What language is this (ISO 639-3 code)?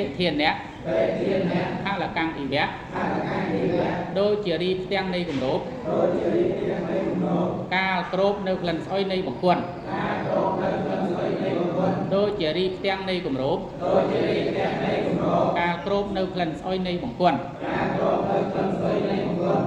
khm